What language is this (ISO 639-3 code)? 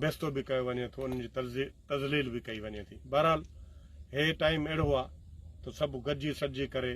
snd